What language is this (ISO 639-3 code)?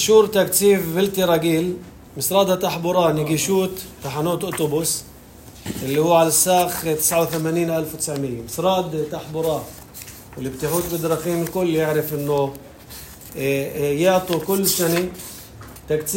apc